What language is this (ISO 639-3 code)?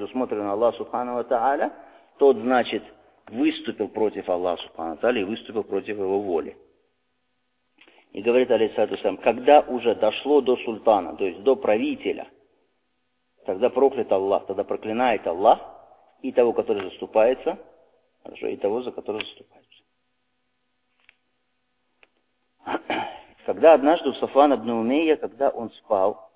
rus